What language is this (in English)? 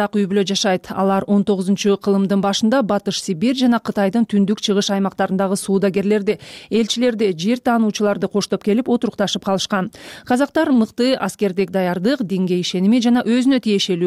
Kyrgyz